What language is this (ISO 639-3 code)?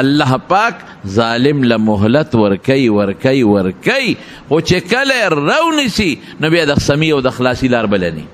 pus